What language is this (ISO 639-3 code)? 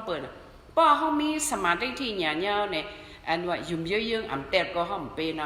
shn